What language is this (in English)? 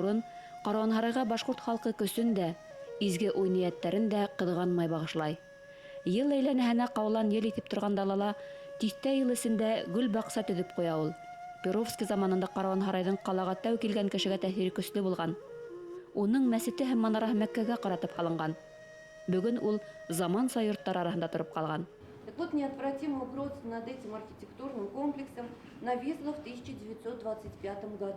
Bashkir